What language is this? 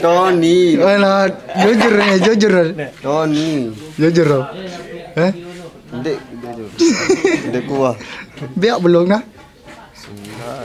Sasak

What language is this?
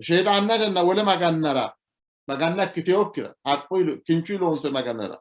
Sidamo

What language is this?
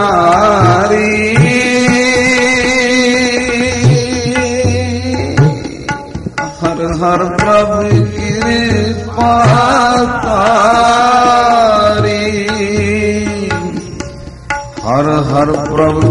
Punjabi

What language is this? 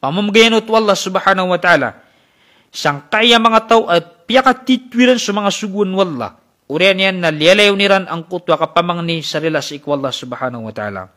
Maranao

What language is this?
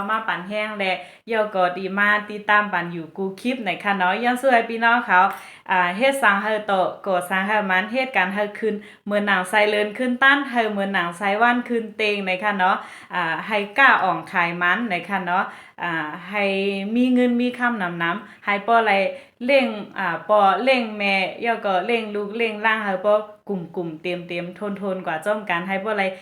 Shan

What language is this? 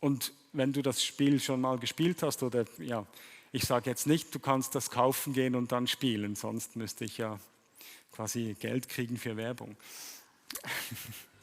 Swiss German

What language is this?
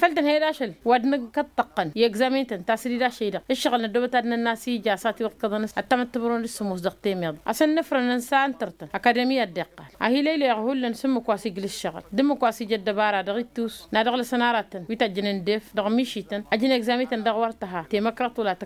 Tamasheq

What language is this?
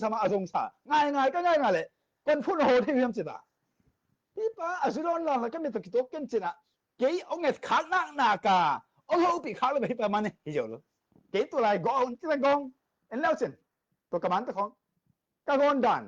Tedim Chin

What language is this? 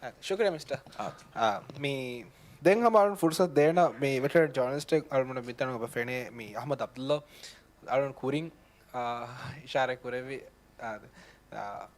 Divehi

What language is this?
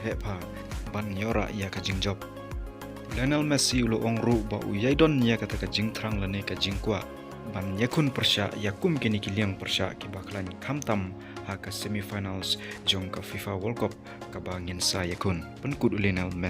Khasi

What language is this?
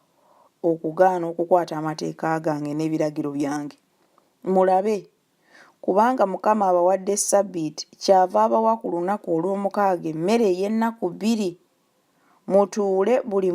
Ganda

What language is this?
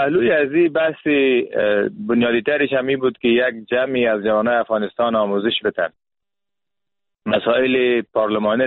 Persian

